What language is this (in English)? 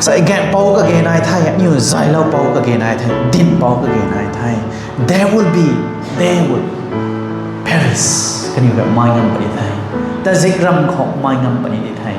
Rongmei Naga